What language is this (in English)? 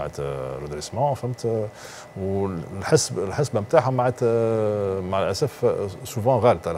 Tunisian Arabic